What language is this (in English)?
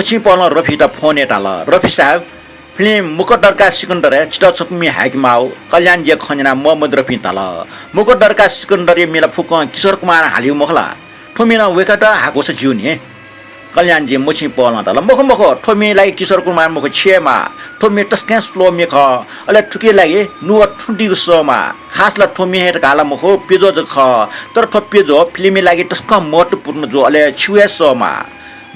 Newari